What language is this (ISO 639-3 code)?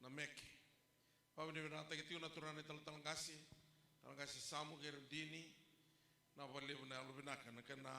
fij